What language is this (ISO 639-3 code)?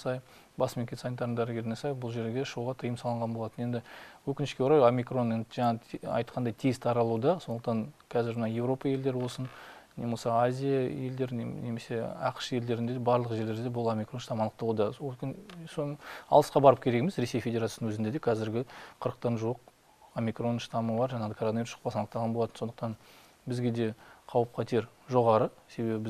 kaz